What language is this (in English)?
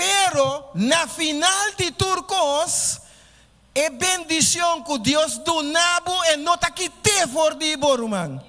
Papiamento